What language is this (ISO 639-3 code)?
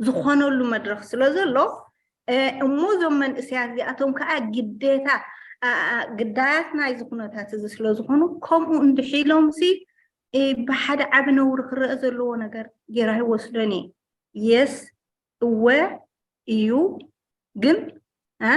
tir